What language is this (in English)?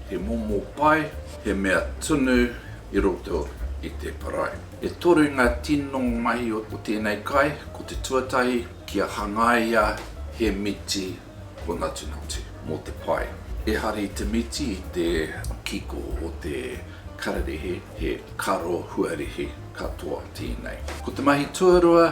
Māori